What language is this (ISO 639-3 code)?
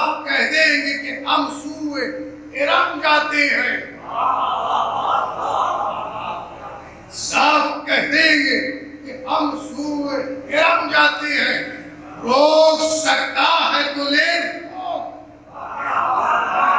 urd